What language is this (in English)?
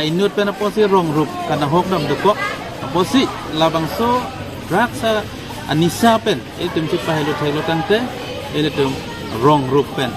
Karbi